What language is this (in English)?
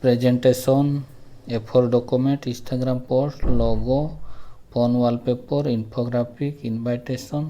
Santali